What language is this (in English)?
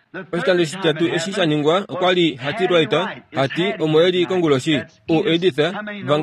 Kuanyama